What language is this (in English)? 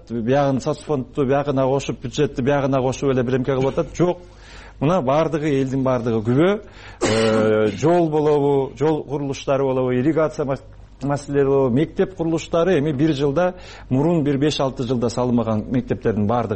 Kyrgyz